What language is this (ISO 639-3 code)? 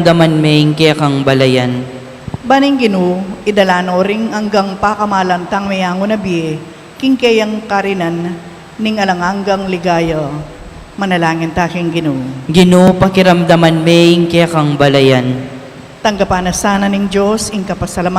pam